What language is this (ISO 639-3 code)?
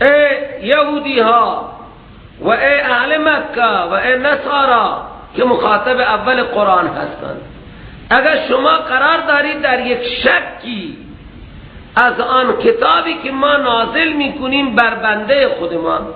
fas